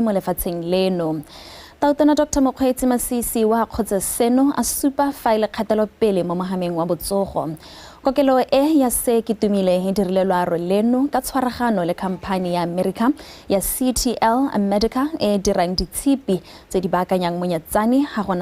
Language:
Tswana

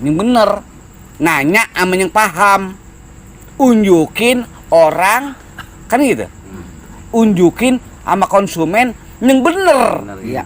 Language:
Betawi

